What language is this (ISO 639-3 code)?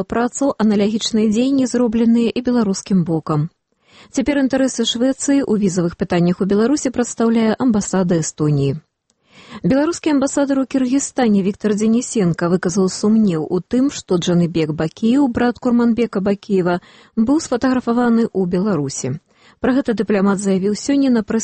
bel